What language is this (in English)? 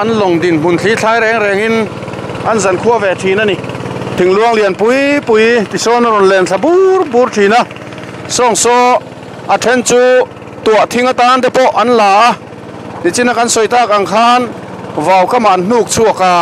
Mizo